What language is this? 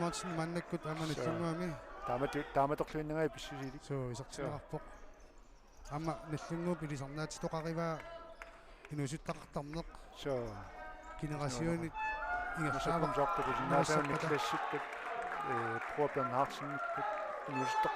Kalaallisut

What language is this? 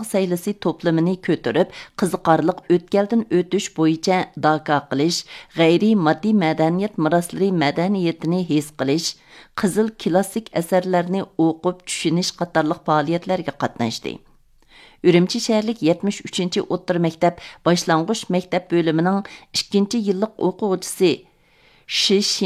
Uyghur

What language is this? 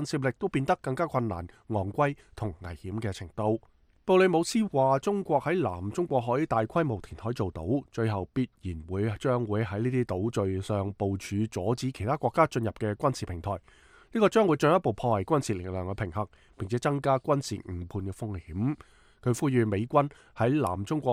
Cantonese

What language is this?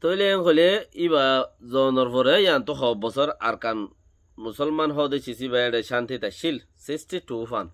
Rohingya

